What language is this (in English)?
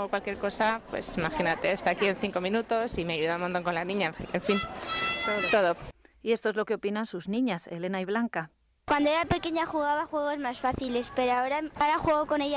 Spanish